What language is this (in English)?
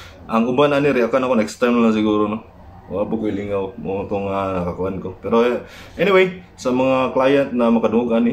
Cebuano